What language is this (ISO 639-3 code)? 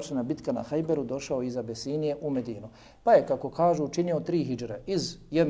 bos